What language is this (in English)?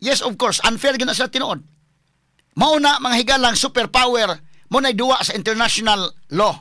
Cebuano